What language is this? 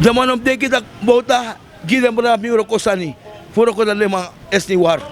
Sranan Tongo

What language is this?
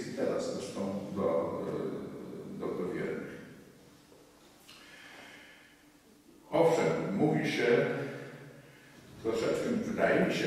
Polish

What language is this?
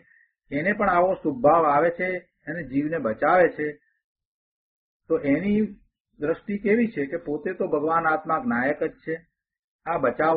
Gujarati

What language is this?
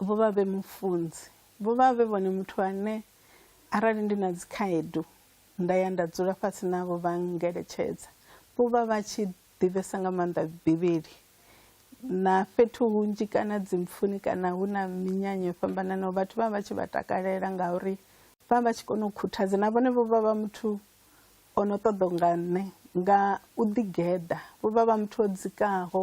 Venda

